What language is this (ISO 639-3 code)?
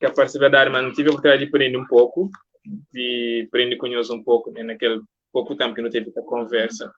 kea